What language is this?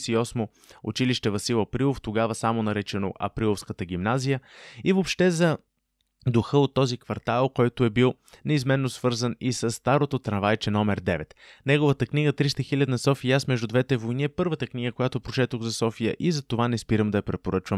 Bulgarian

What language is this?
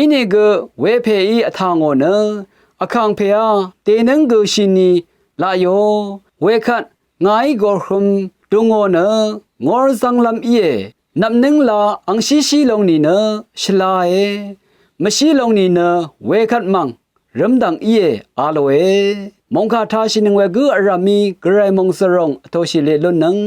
Rawang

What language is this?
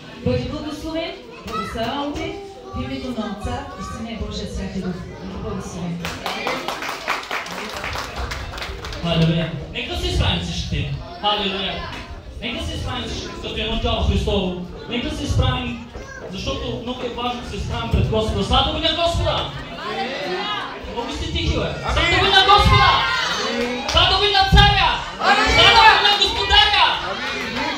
Bulgarian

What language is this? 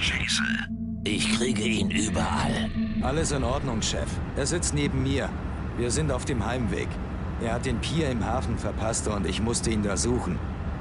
Bavarian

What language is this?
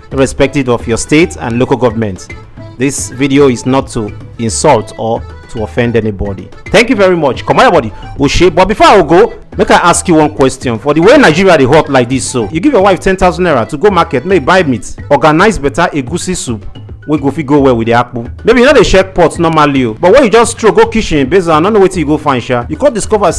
Nigerian Pidgin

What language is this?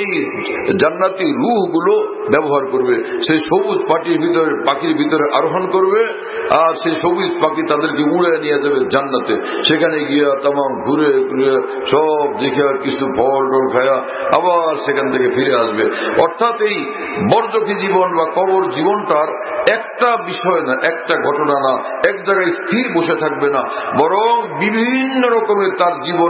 Bangla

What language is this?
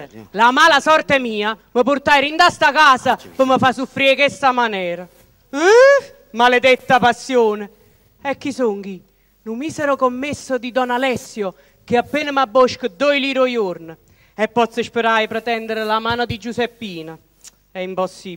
Neapolitan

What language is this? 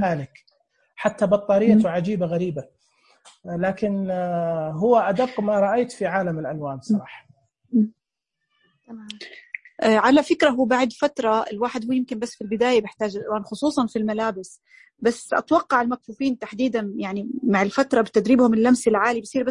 Najdi Arabic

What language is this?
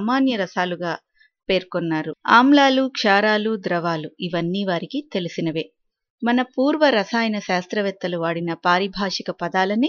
Telugu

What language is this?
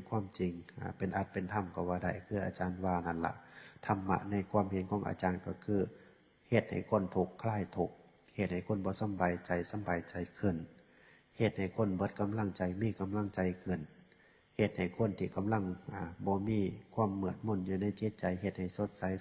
Northeastern Thai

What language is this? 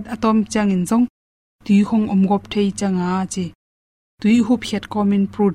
Tedim Chin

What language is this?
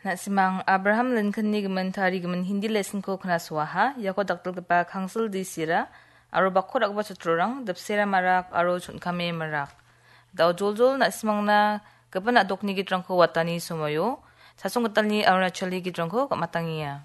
Garo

